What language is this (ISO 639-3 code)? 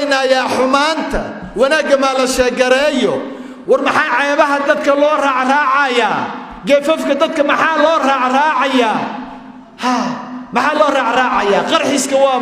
som